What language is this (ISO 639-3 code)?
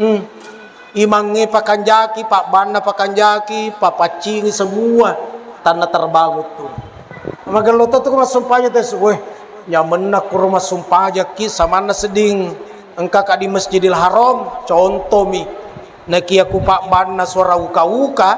bug